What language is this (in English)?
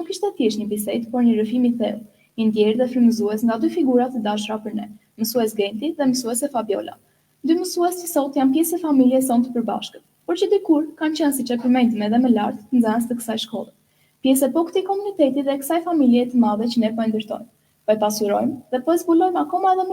Albanian